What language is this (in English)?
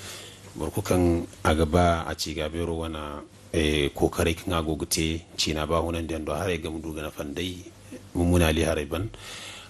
Zarma